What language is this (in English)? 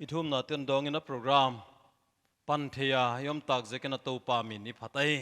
Paite Chin